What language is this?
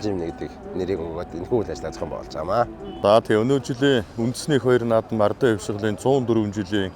Mongolian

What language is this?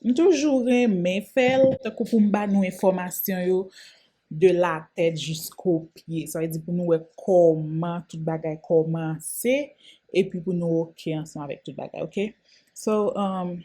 Haitian Creole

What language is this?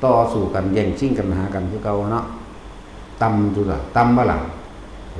Northeastern Thai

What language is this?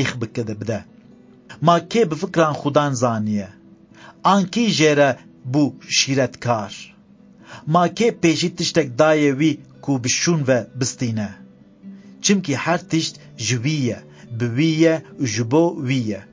Kurdish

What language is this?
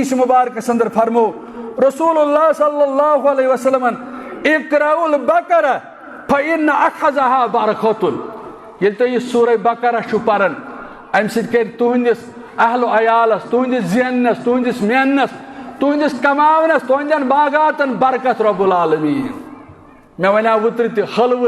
Kashmiri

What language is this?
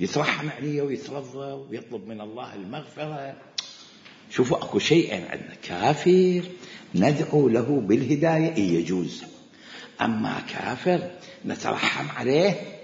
Mesopotamian Arabic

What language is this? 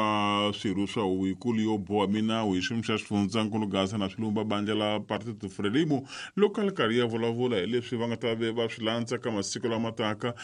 Tsonga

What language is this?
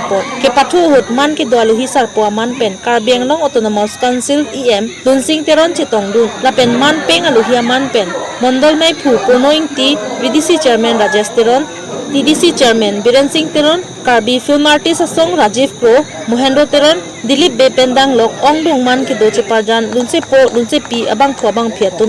Karbi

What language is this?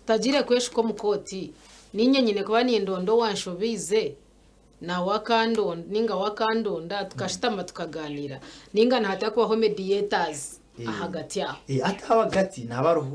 Nyankole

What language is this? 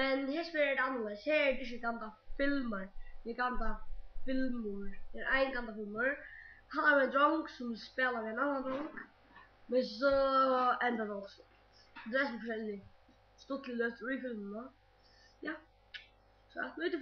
Faroese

